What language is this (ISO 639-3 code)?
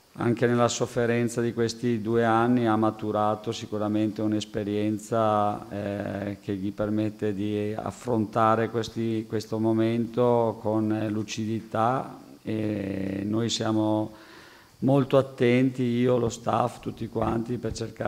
ita